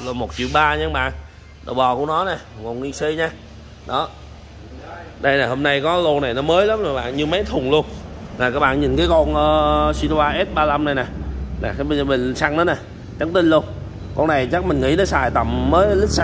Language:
Vietnamese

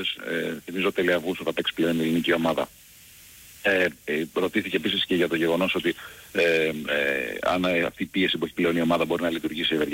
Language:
Greek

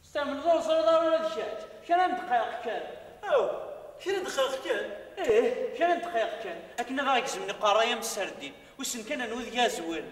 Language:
Kabyle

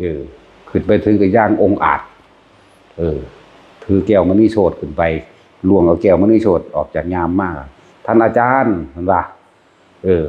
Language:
Northeastern Thai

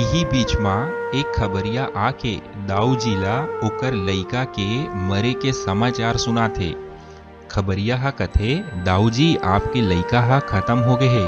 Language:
Chhattisgarhi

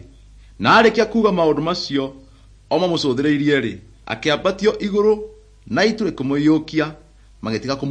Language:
Kikuyu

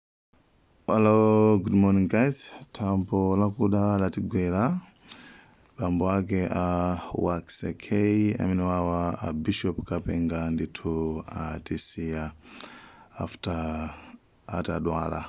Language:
Nyanja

